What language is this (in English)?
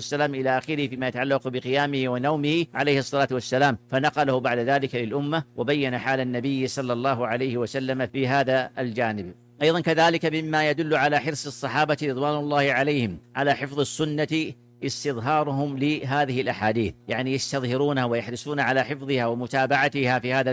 Arabic